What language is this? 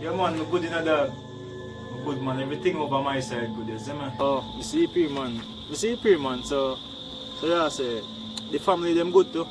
Jamaican Creole English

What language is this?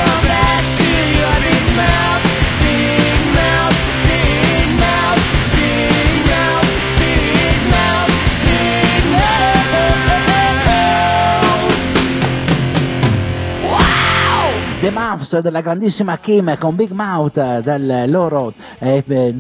Italian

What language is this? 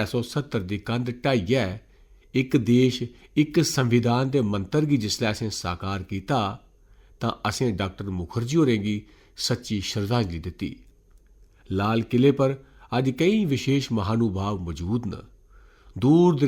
Dogri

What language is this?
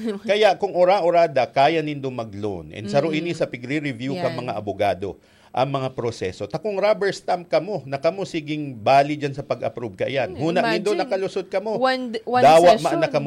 Bikol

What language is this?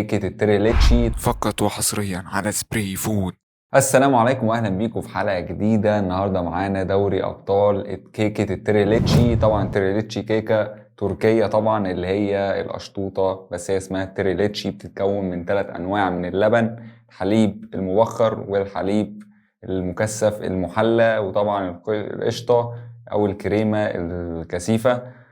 Egyptian Arabic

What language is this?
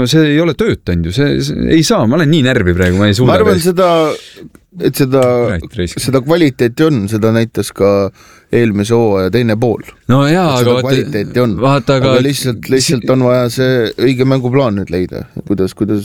Estonian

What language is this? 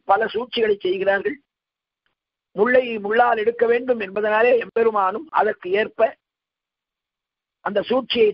Tamil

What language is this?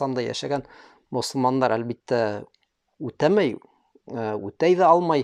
Bashkir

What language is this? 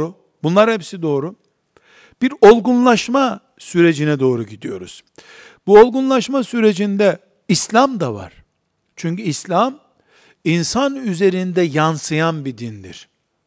Turkish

